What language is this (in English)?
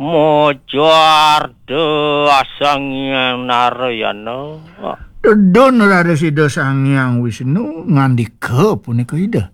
Balinese